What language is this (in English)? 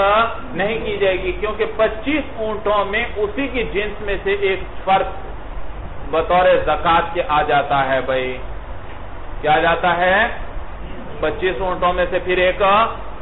Urdu